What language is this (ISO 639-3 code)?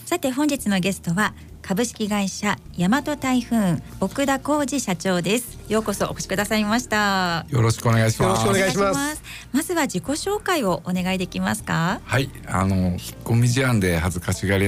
jpn